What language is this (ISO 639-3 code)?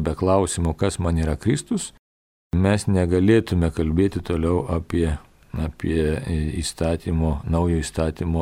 lit